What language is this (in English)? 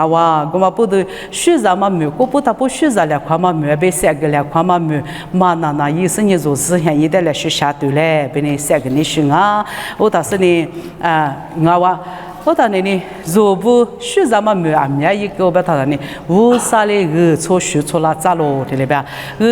Lisu